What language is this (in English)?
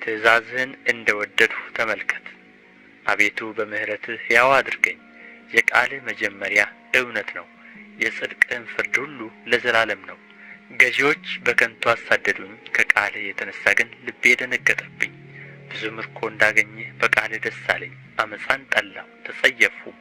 Amharic